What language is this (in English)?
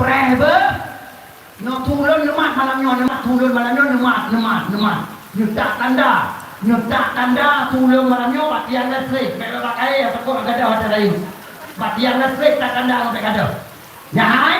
Achinese